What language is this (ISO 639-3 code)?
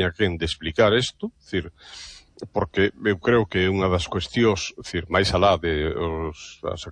glg